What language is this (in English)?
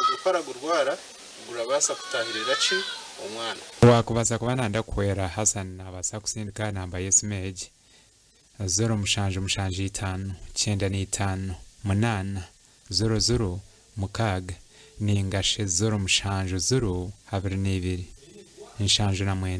Nyankole